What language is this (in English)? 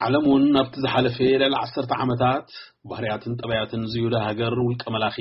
Tigrinya